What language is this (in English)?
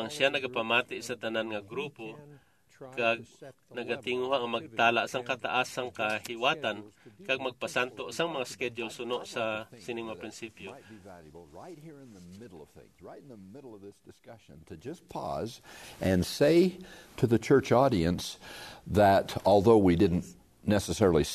Hiligaynon